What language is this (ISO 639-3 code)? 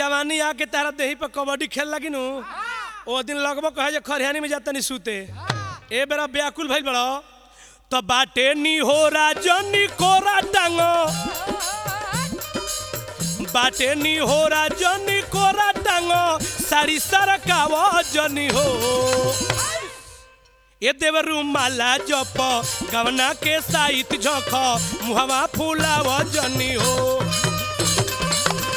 bho